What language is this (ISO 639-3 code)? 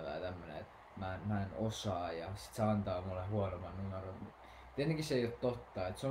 fin